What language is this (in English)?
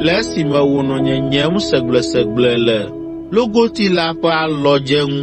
Ewe